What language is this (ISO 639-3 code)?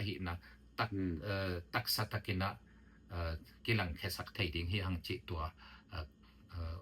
ctd